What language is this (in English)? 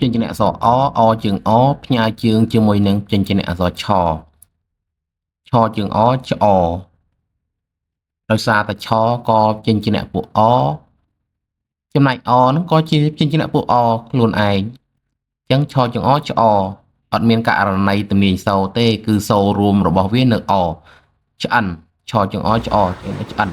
Khmer